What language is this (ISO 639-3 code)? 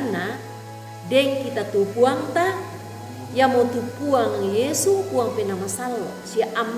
sda